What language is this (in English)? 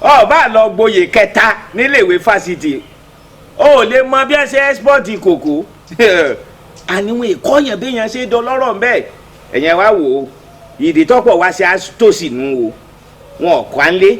Yoruba